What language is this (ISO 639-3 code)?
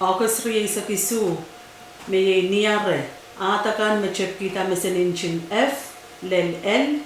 pon